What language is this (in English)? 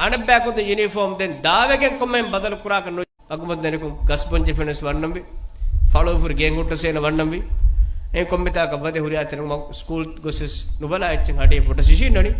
Divehi